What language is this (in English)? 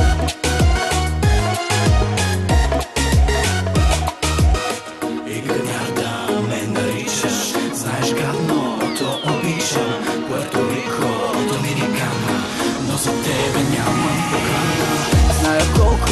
Bulgarian